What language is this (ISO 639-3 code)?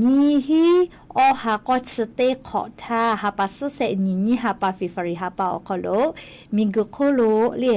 lhu